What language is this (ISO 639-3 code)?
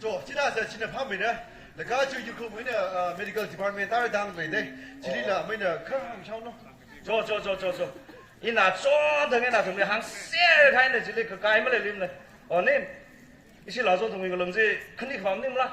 nmf